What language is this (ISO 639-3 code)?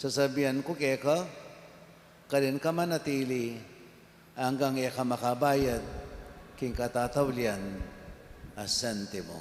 pam